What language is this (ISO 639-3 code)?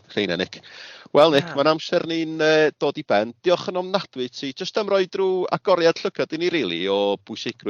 cym